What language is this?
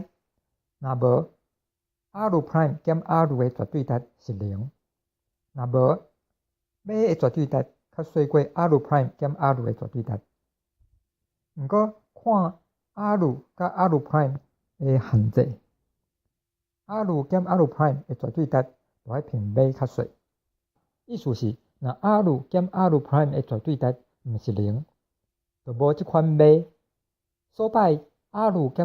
Min Nan Chinese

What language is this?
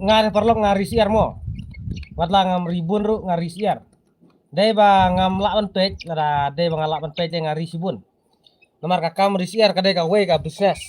Khasi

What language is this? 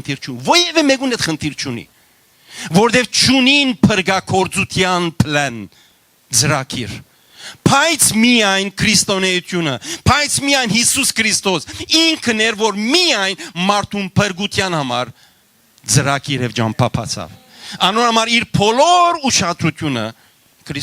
Western Armenian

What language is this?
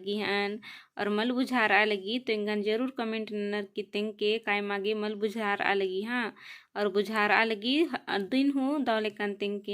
Kurukh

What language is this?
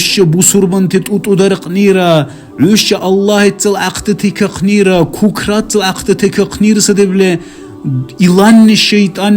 Dargwa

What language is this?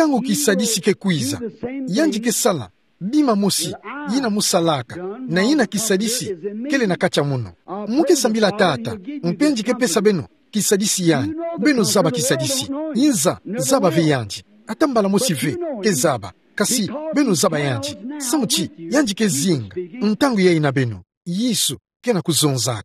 Kituba (Democratic Republic of Congo)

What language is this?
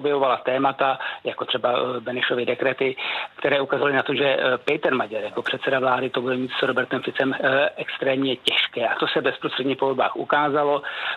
Czech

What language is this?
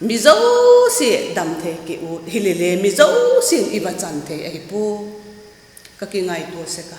Vaiphei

